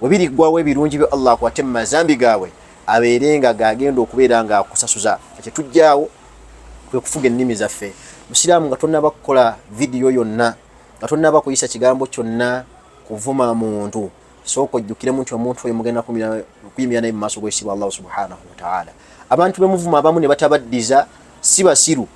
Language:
Ganda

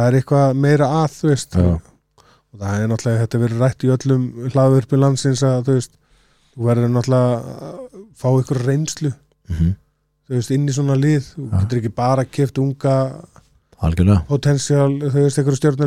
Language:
Icelandic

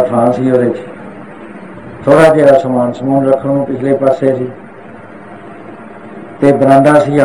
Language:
Punjabi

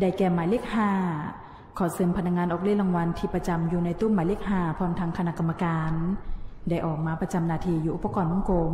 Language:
Lao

